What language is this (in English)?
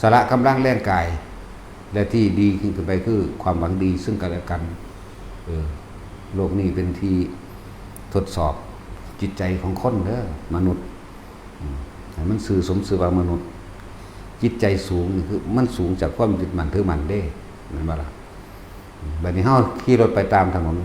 Northeastern Thai